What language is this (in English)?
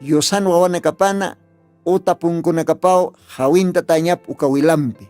Aymara